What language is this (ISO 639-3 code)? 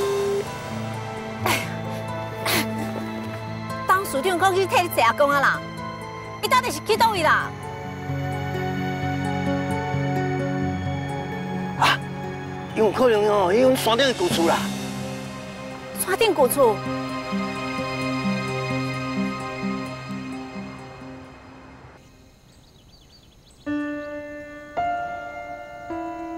nan